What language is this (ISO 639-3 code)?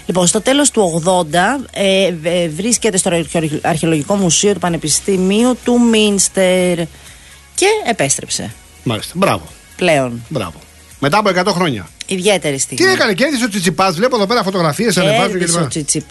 ell